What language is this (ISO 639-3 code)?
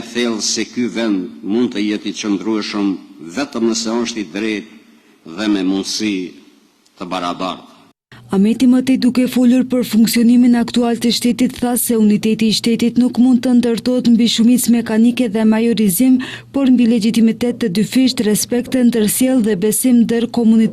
sqi